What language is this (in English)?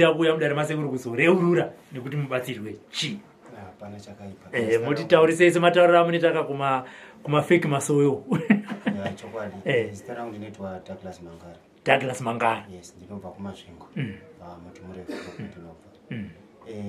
Shona